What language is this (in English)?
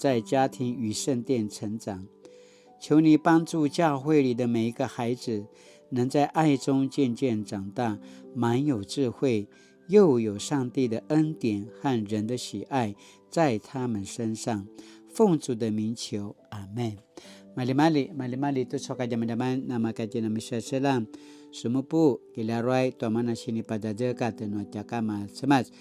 Paiwan